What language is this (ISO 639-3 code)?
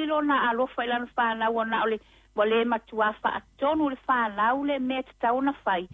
smo